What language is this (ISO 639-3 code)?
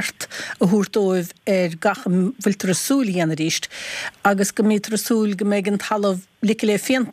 gle